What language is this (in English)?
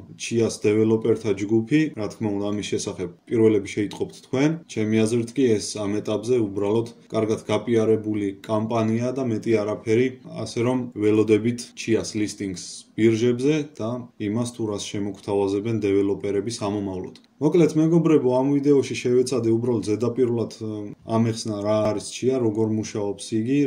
Georgian